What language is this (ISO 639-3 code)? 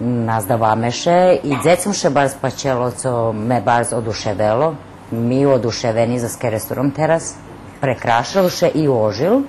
rue